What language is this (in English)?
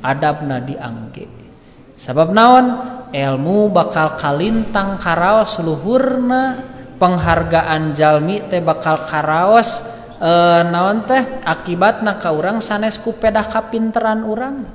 Sundanese